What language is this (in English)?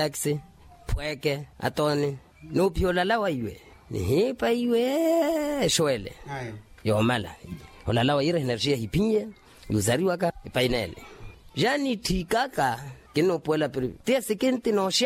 Makhuwa